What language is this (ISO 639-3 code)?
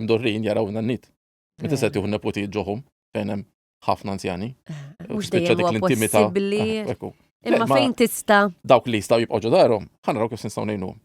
mlt